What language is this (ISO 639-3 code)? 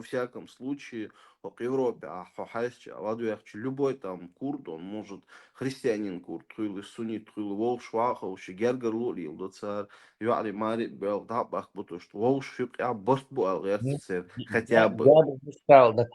che